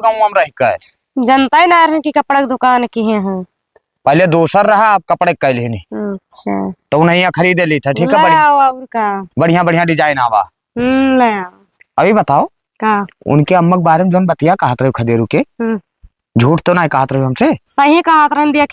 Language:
Awadhi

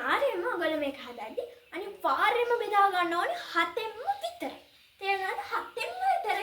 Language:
Sinhala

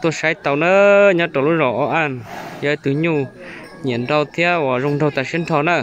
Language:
Hmong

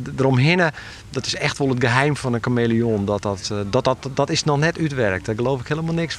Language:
Western Frisian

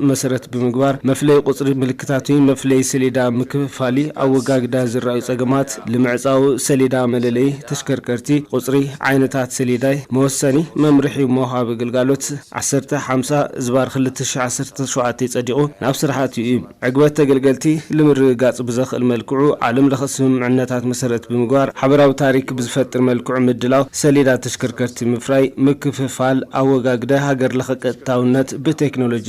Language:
Tigrinya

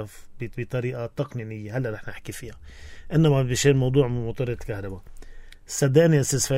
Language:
North Levantine Arabic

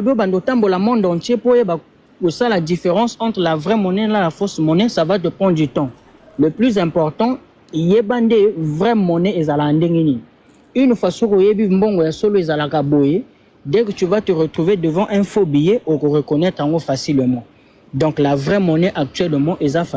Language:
Lingala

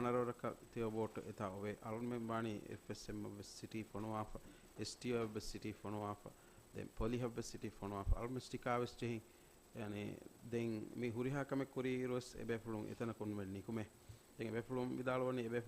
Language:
Divehi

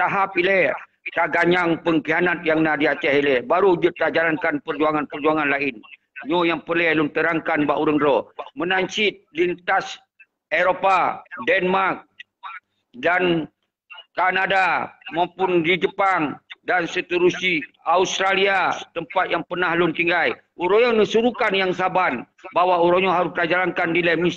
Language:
Achinese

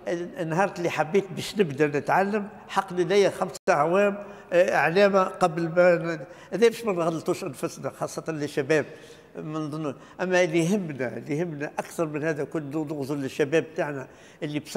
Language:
Tunisian Arabic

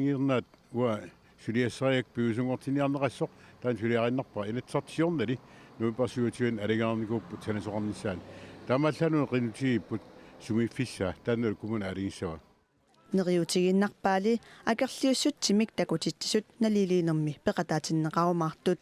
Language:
Kalaallisut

